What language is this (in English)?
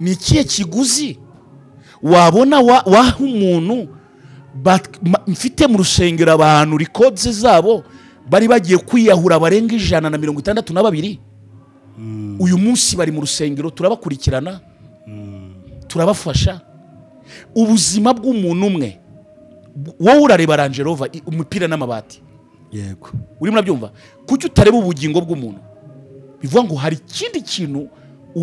Kinyarwanda